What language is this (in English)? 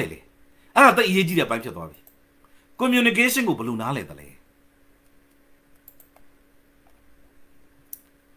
Burmese